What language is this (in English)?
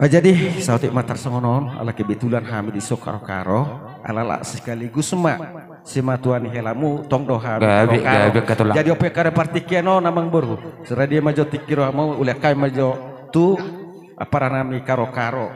Batak Toba